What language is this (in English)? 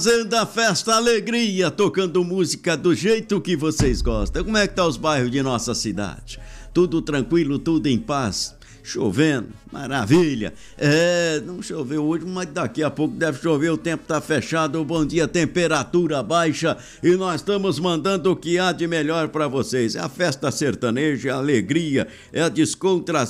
Portuguese